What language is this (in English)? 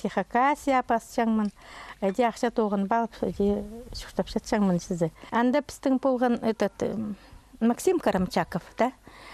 Khakas